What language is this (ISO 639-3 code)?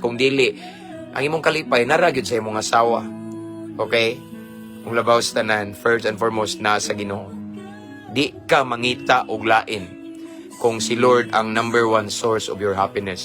ceb